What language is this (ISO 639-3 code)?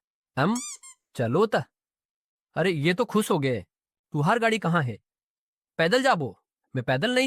hne